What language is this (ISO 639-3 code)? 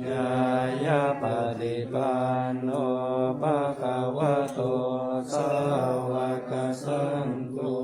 pli